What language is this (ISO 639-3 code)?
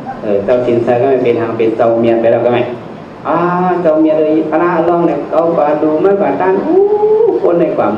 shn